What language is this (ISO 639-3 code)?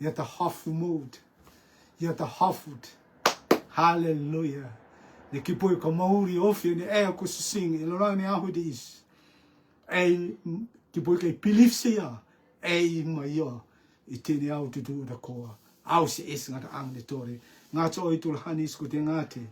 rtm